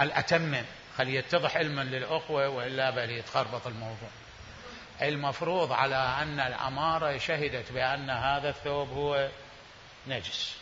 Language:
Mesopotamian Arabic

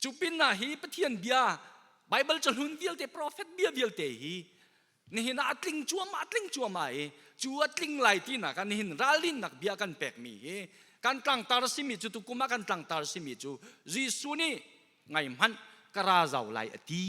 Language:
Hakha Chin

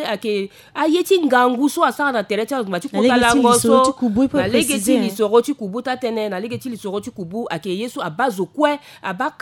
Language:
Sango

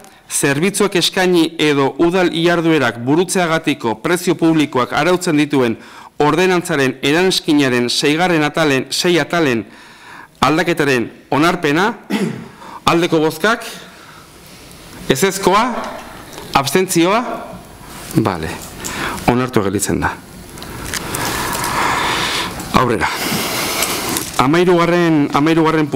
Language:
Basque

